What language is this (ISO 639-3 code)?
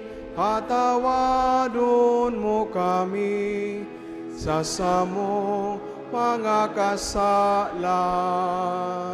bik